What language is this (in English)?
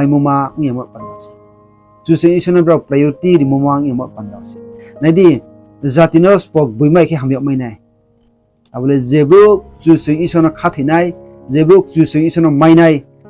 Riang (India)